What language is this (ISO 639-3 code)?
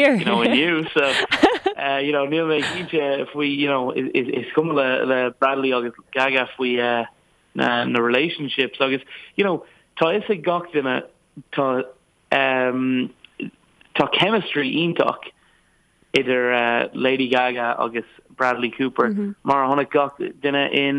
gle